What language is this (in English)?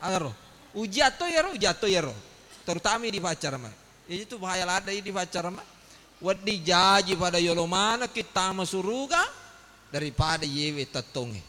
Buginese